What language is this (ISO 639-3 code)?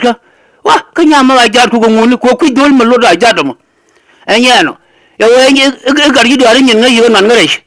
nus